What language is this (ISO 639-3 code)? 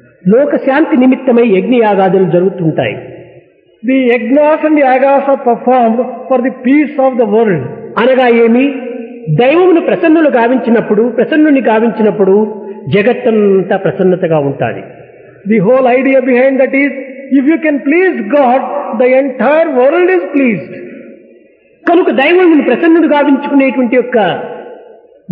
tel